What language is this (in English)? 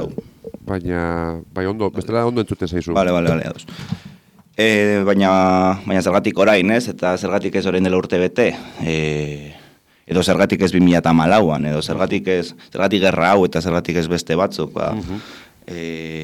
Basque